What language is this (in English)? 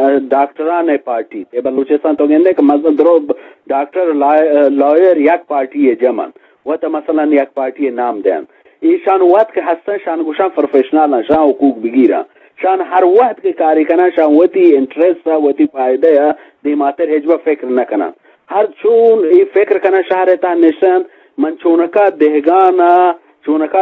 Eastern Balochi